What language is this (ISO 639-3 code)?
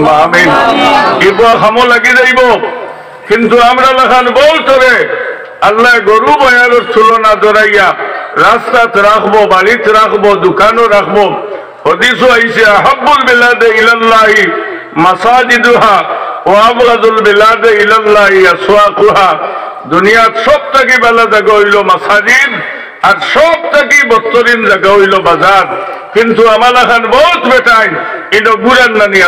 syl